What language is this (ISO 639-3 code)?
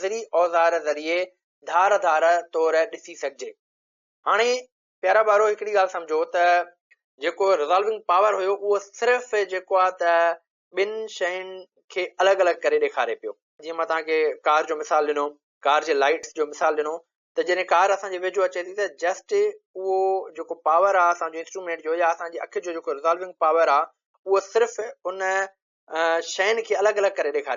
snd